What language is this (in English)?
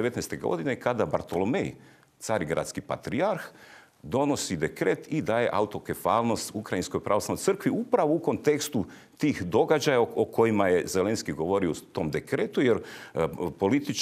Croatian